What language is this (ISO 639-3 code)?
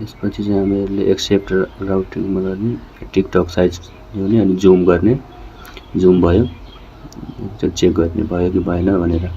nep